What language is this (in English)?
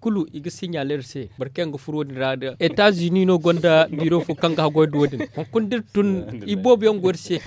Zarma